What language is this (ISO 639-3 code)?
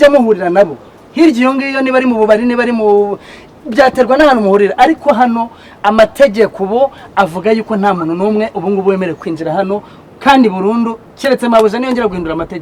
kin